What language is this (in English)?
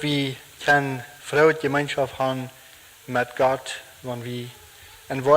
Plautdietsch